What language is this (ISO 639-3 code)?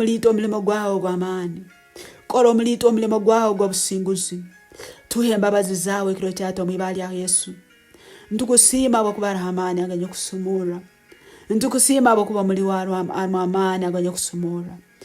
nyn